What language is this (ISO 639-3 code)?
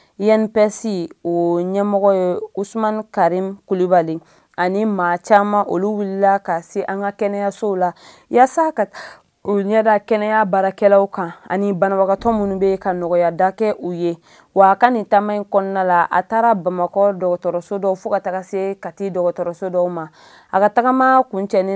bam